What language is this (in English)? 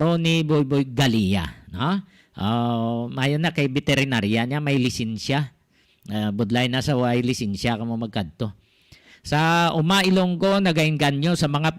Hiligaynon